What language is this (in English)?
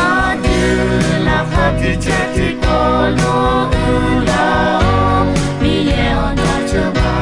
Akha